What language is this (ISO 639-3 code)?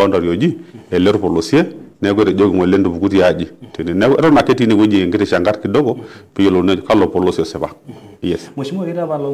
mas